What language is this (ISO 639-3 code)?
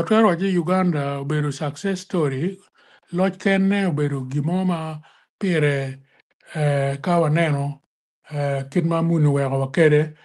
ach